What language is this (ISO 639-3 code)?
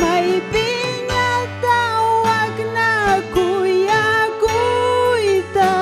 quy